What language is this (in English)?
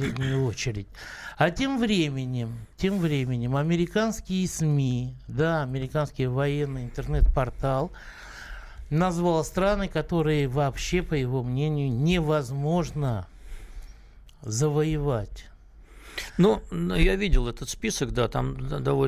Russian